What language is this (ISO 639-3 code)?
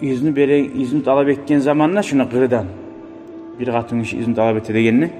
kum